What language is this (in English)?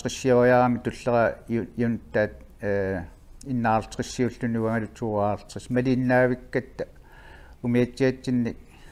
Kalaallisut